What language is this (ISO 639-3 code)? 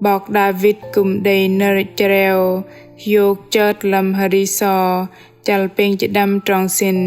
bdq